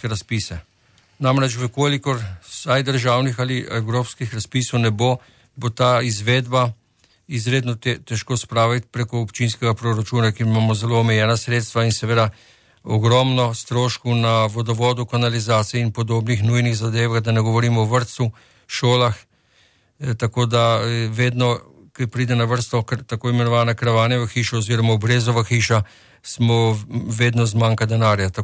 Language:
Slovenian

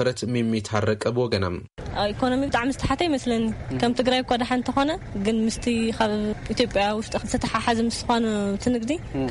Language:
Tigrinya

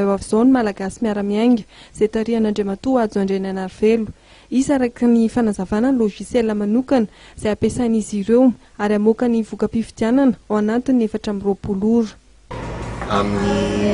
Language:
Malagasy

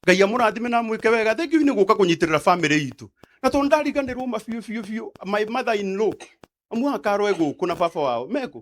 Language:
Kikuyu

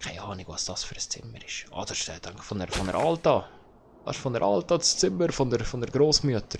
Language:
Swiss German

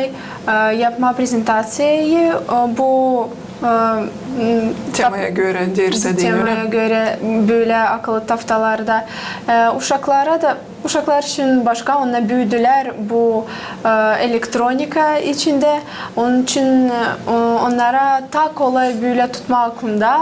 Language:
Gagauz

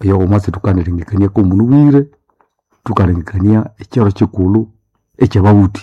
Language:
Nande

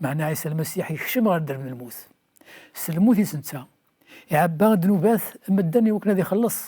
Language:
Kabyle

